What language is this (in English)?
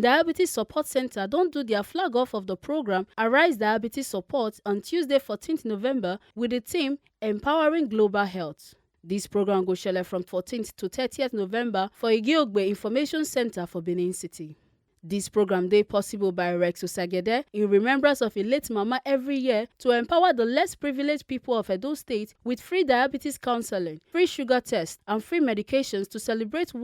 Nigerian Pidgin